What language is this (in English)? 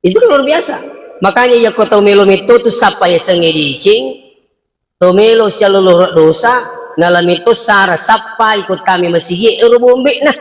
Buginese